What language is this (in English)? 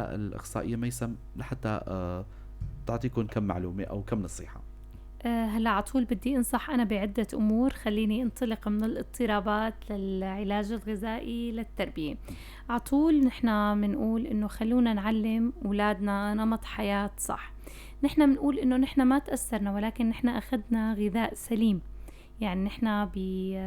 North Levantine Arabic